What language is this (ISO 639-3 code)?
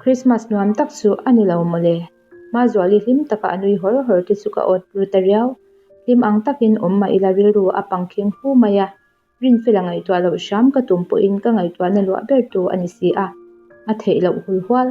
lus